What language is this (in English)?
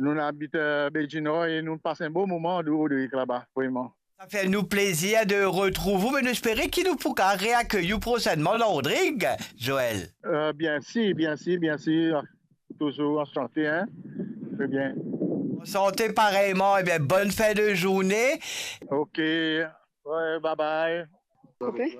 Morisyen